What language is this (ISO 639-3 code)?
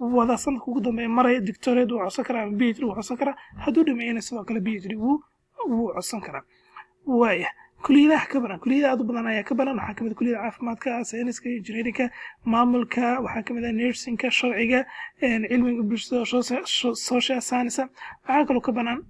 som